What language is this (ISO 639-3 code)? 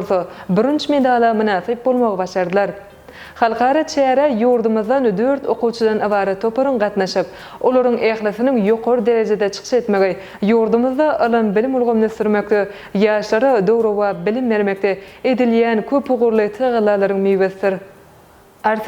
tuk